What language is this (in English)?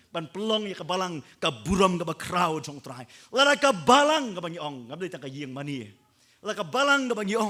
Khasi